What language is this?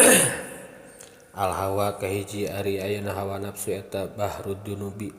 Sundanese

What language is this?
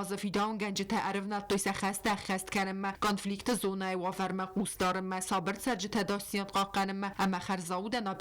Ossetic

